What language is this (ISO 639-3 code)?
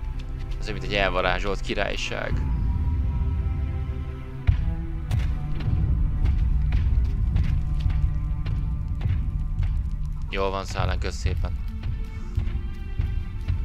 hun